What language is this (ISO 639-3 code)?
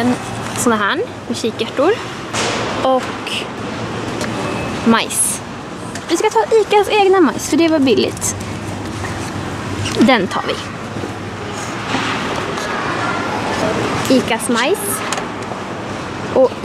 swe